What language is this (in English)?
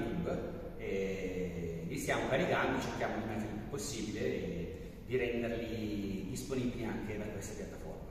Italian